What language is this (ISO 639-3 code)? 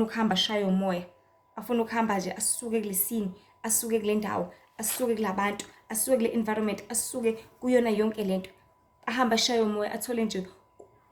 zul